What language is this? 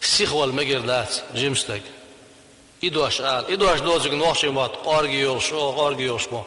Chechen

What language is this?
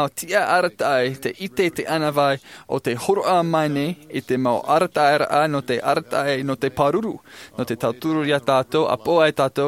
Tahitian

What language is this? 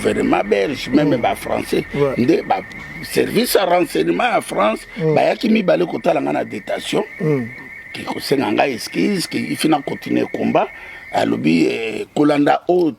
Lingala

